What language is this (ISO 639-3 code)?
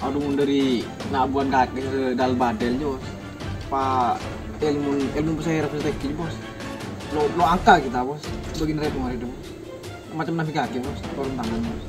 mad